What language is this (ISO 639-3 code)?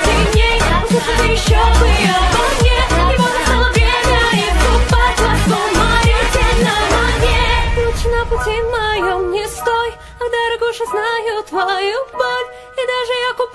rus